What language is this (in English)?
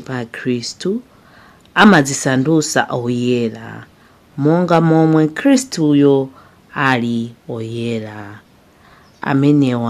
Nyanja